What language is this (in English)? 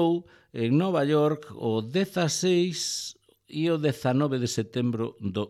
Galician